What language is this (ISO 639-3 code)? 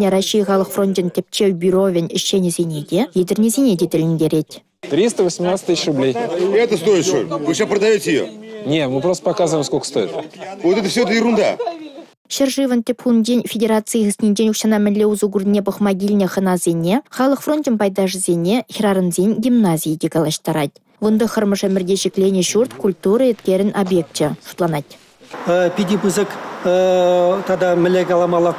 chv